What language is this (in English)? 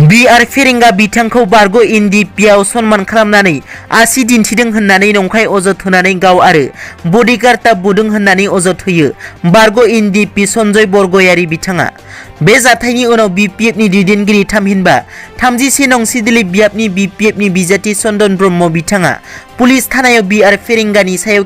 Bodo